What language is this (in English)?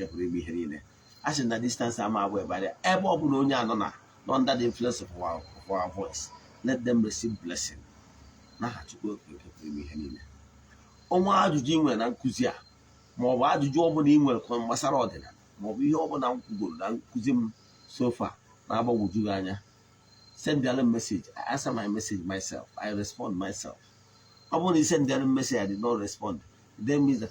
Igbo